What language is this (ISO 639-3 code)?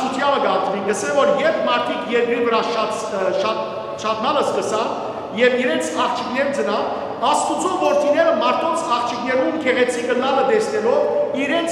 hyw